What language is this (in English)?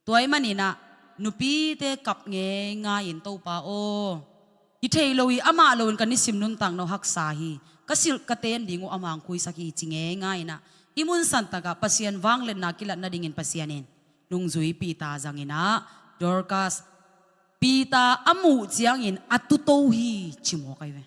Tedim Chin